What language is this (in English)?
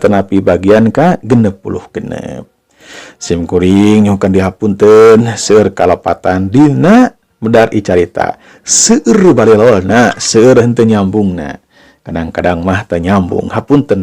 Sundanese